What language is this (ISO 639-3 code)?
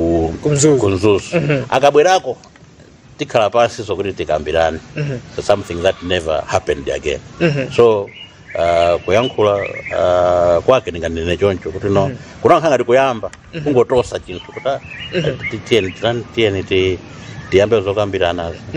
nya